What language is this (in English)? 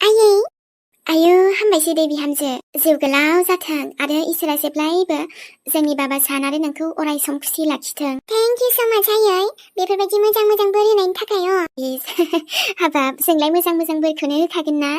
Bodo